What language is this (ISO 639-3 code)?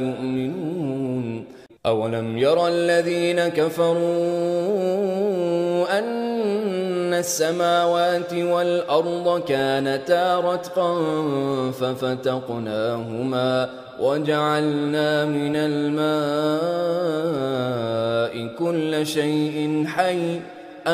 ara